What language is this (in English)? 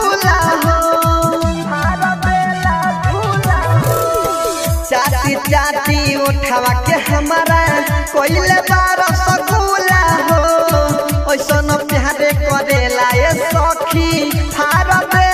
Bhojpuri